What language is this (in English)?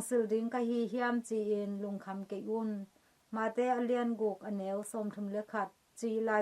Tedim Chin